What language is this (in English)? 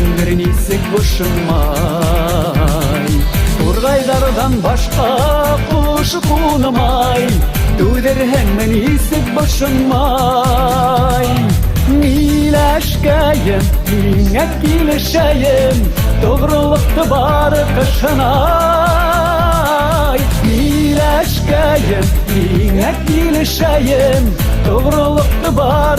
Bashkir